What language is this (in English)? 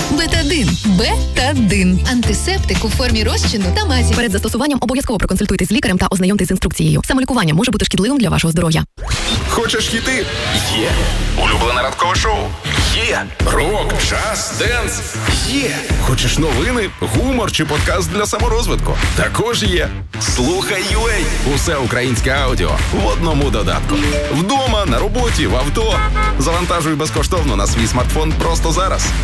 Ukrainian